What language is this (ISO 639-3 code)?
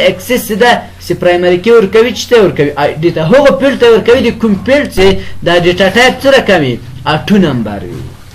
pus